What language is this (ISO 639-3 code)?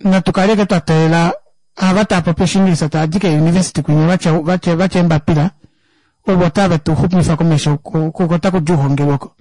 kua